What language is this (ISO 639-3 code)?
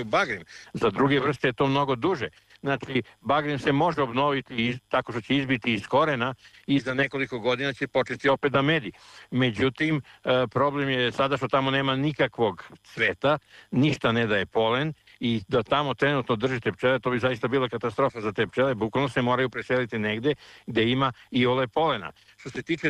srp